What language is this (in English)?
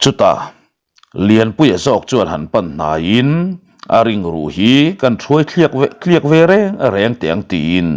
Mizo